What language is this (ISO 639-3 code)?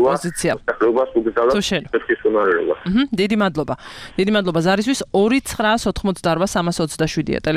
kat